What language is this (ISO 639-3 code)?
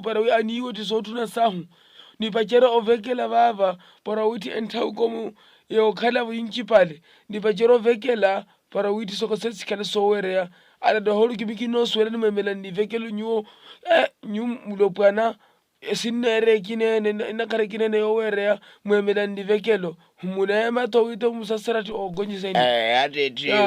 vmw